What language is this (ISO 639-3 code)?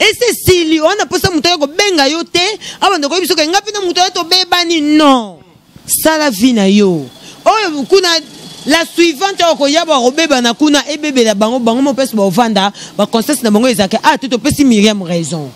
lin